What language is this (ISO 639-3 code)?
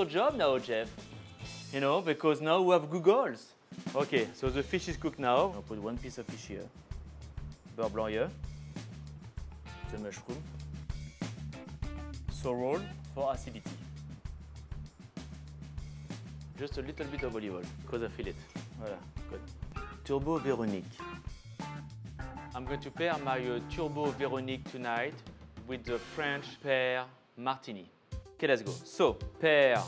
eng